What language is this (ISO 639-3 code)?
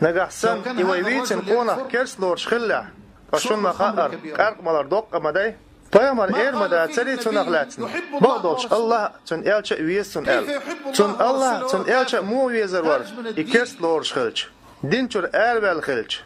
che